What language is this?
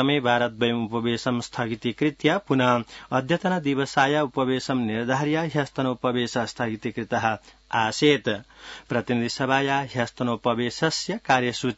Sanskrit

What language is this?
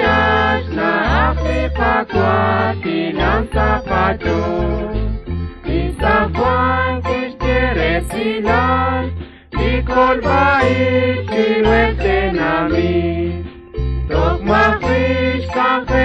Kekchí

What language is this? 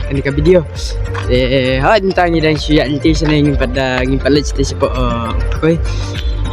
Khasi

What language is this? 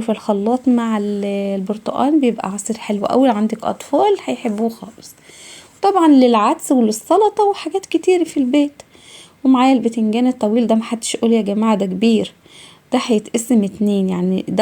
Egyptian Arabic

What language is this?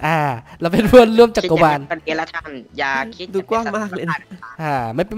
Thai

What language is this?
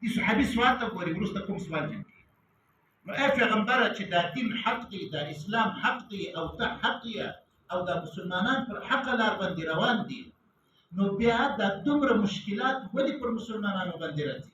Pashto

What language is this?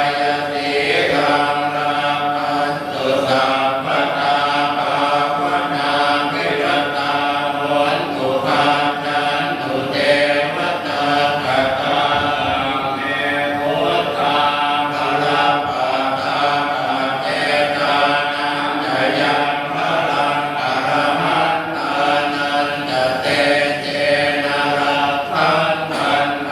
Pali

